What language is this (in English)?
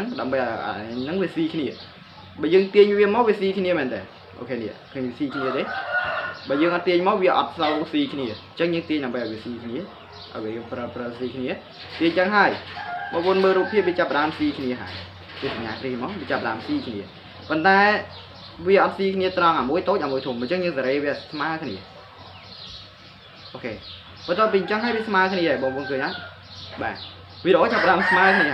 Khmer